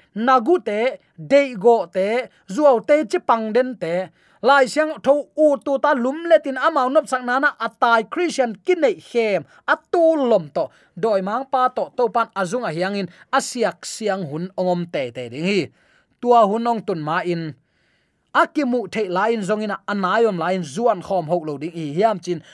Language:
Tedim Chin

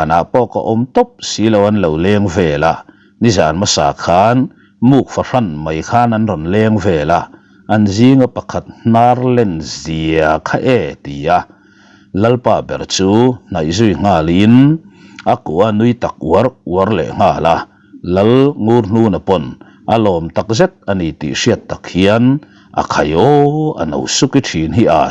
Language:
Mizo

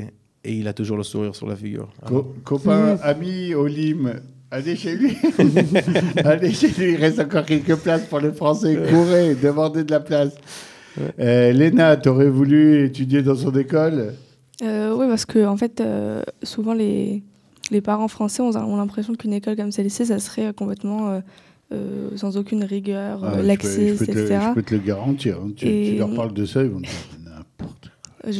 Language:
French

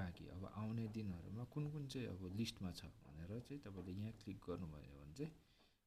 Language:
Nepali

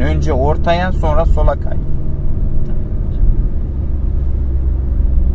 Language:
Turkish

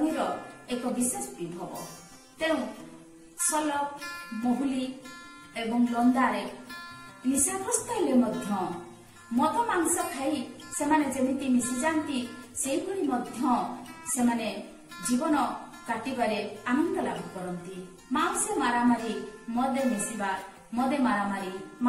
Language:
Odia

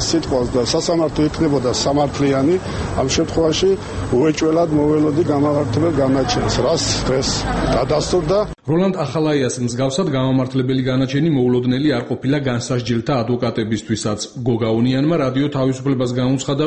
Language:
Georgian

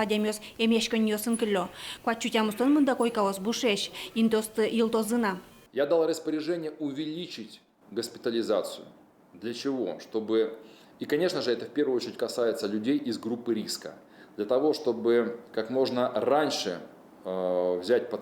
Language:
Udmurt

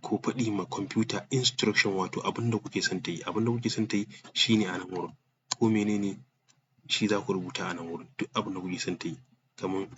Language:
Hausa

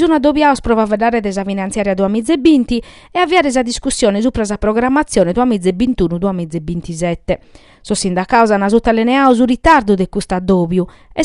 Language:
Sardinian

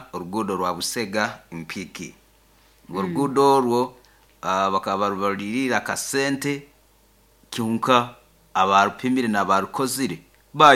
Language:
Nyoro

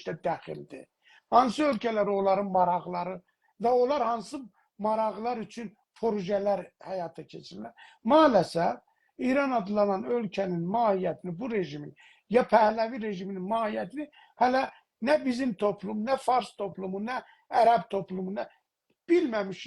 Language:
South Azerbaijani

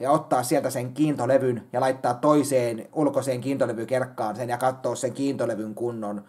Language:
Finnish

